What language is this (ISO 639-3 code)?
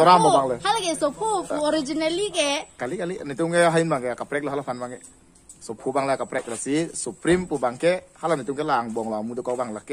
mjw